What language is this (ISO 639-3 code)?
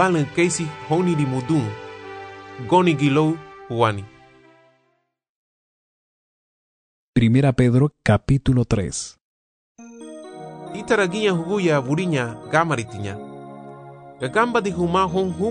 cab